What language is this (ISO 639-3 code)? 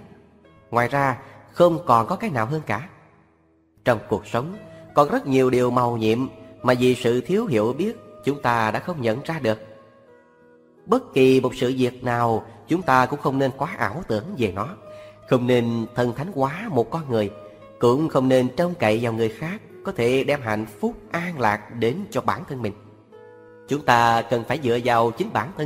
vie